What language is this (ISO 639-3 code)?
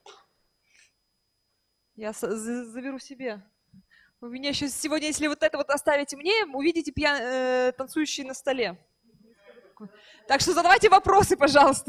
rus